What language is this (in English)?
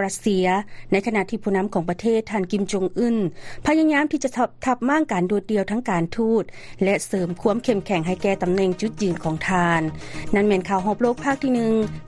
Lao